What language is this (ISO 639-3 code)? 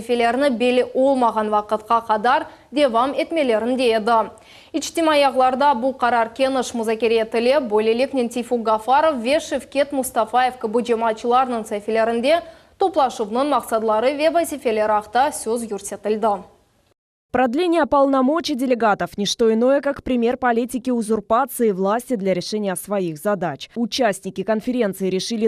crh